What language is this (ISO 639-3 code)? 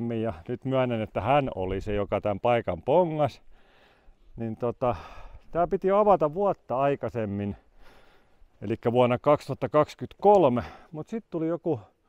fin